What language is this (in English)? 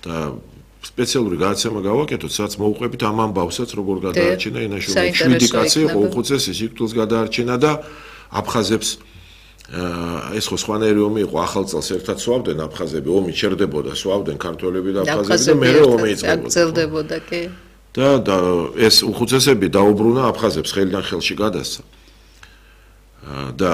Georgian